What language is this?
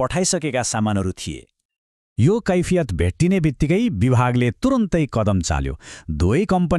Nepali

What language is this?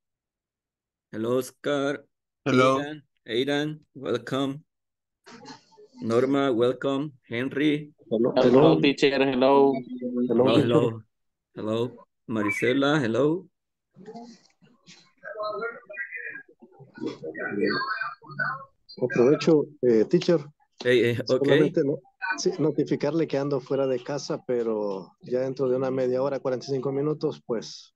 Spanish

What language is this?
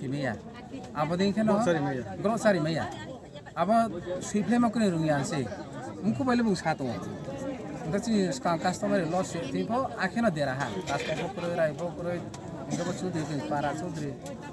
Riang (India)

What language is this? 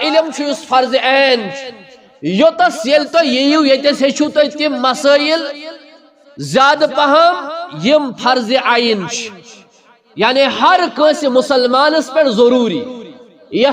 Kashmiri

